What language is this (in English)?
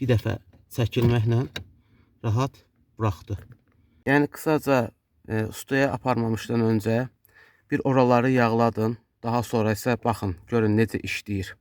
Azerbaijani